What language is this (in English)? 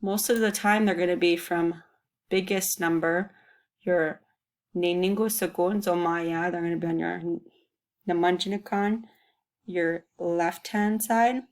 Chippewa